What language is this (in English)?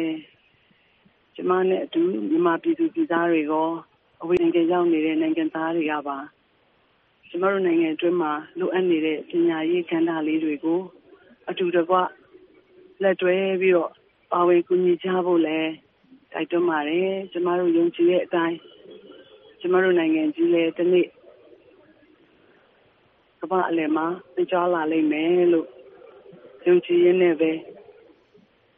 Burmese